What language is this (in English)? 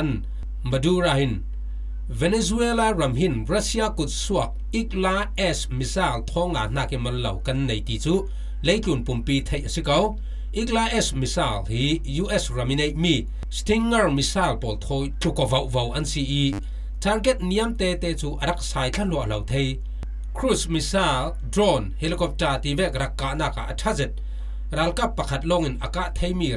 Falam Chin